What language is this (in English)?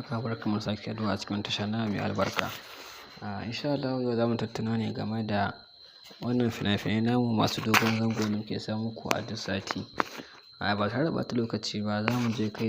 Hausa